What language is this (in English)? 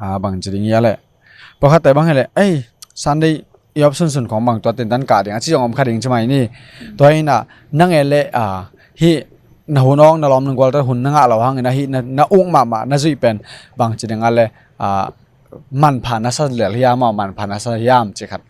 Tedim Chin